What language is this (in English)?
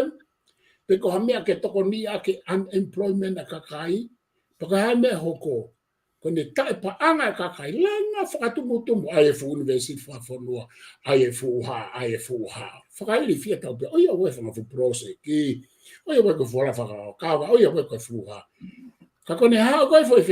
Tongan